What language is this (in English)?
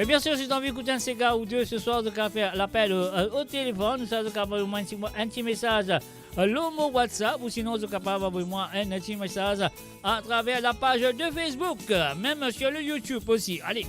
Morisyen